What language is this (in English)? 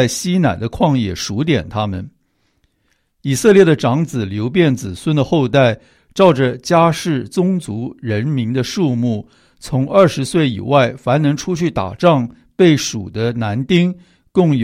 Chinese